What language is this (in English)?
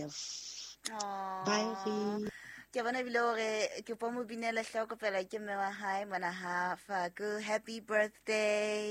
Southern Sotho